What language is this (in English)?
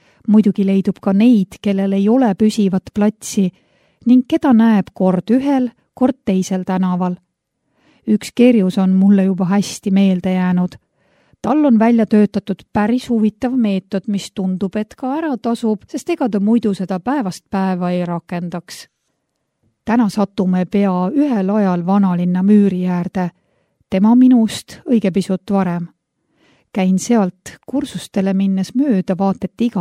Estonian